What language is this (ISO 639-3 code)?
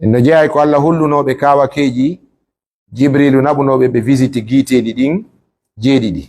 fuf